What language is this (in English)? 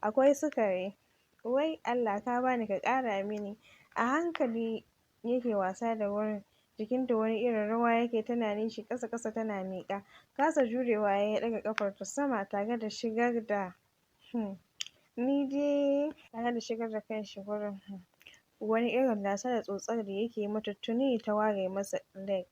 Hausa